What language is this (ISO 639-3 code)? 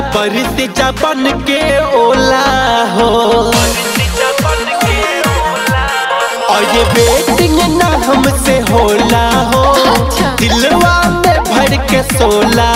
bho